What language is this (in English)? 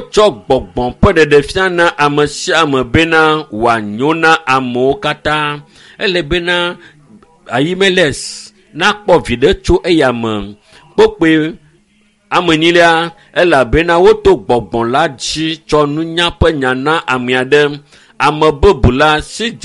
Ewe